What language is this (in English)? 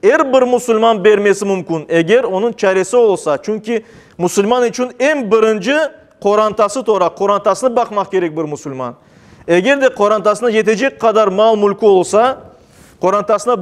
Crimean Tatar